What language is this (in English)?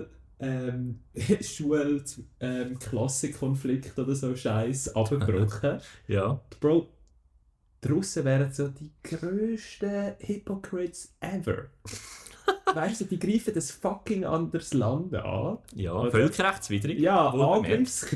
German